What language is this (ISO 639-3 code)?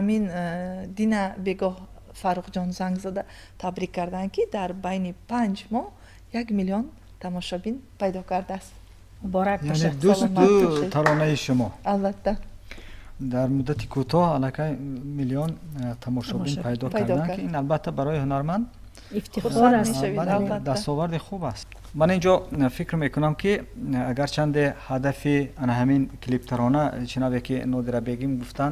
tgk